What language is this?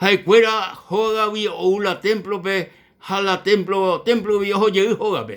Guarani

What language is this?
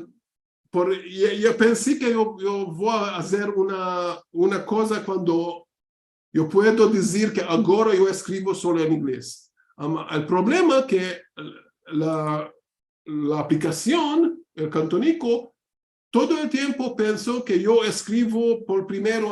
Ladino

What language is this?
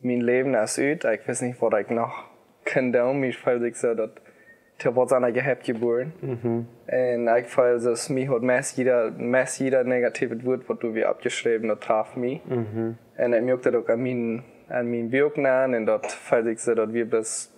Plautdietsch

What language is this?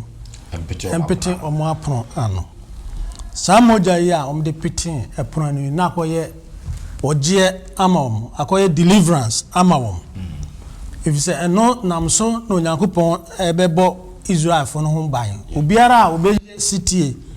Akan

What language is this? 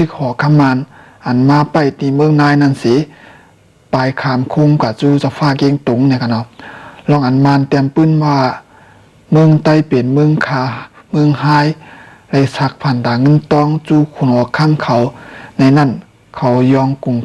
Shan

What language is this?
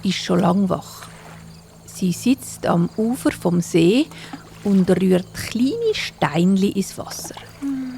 Swiss German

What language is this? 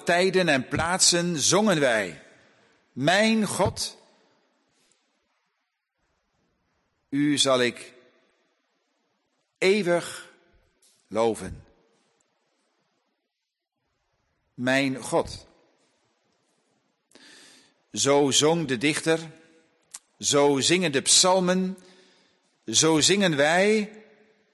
Dutch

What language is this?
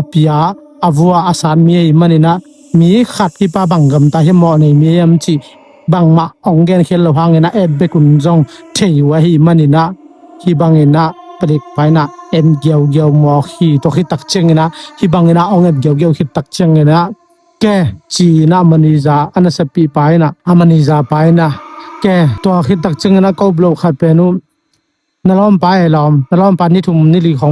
Tedim Chin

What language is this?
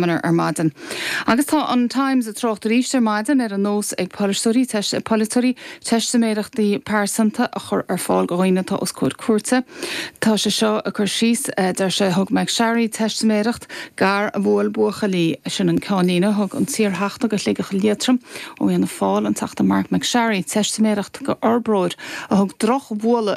Irish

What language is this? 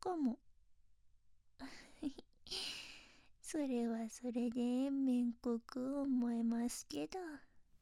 Japanese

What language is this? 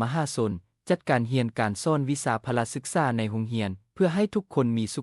Lao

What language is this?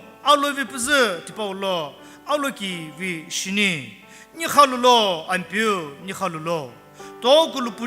Sumi Naga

